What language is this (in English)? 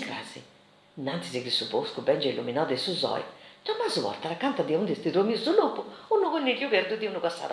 Sardinian